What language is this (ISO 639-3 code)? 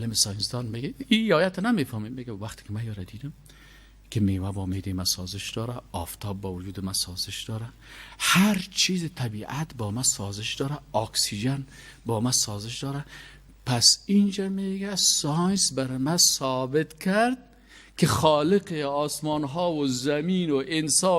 fas